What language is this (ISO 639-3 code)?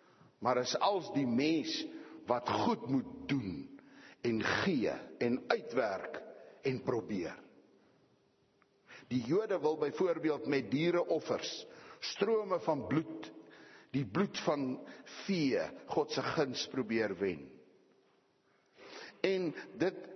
afr